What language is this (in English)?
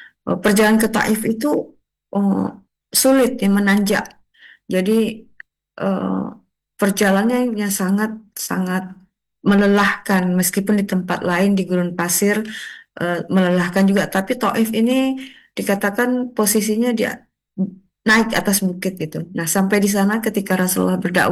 Indonesian